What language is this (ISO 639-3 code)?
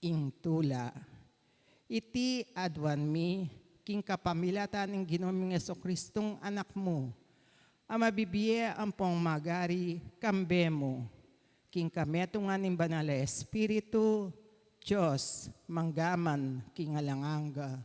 pam